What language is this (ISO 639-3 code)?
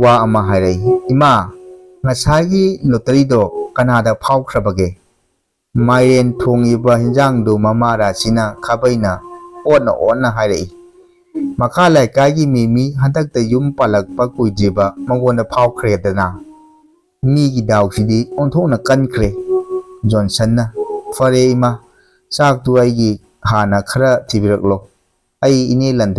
mni